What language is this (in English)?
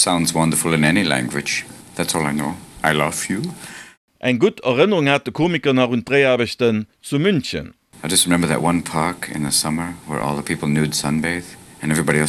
Luxembourgish